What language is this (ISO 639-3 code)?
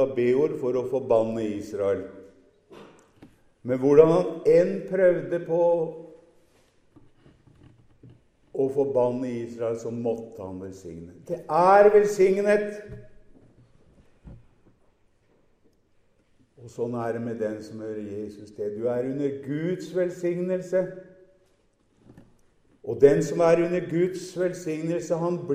nor